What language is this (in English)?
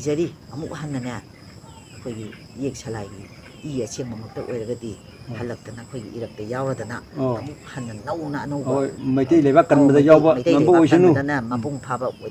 Manipuri